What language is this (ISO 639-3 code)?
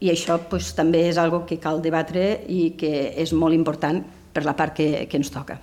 cat